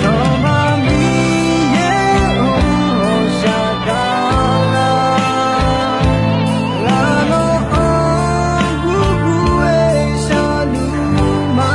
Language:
Akha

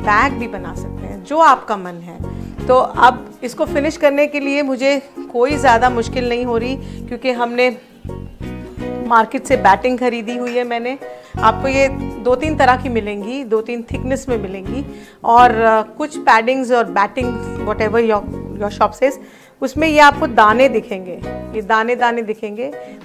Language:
Hindi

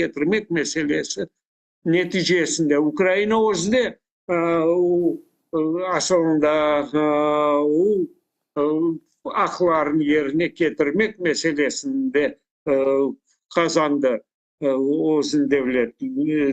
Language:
Crimean Tatar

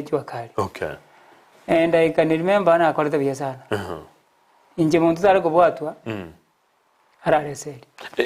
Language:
Gusii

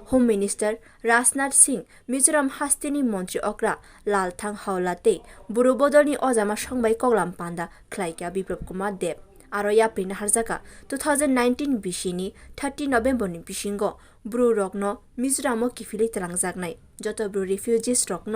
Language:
Kok Borok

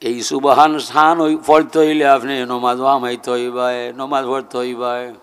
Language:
Sylheti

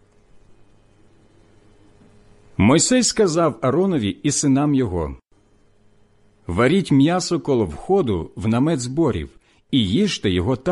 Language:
Ukrainian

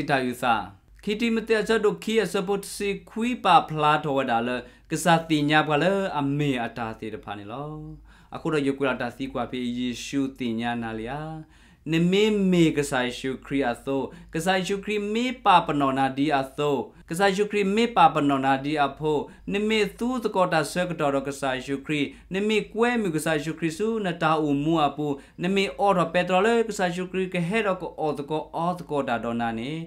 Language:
S'gaw Karen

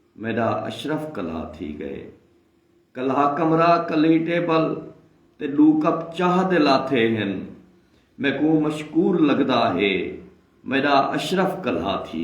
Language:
Saraiki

